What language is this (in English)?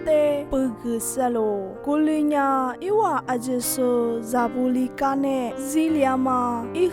Lisu